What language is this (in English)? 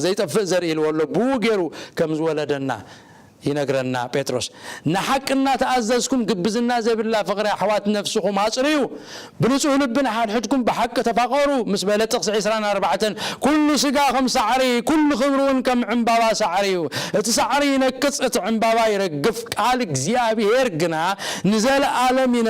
Tigrinya